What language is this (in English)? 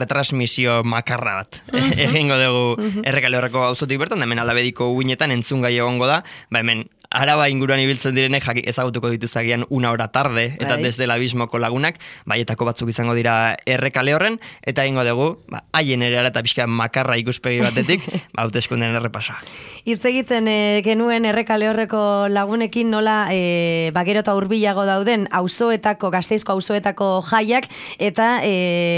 Basque